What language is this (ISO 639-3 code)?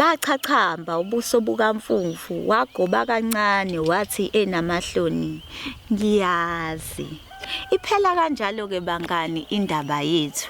zul